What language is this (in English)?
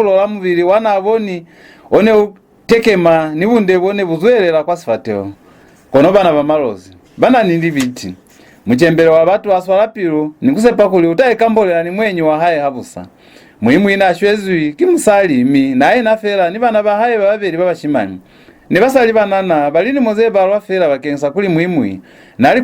Lozi